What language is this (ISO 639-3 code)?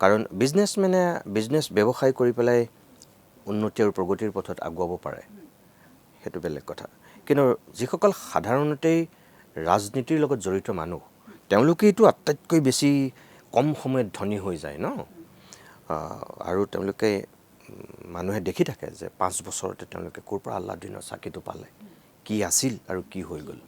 asm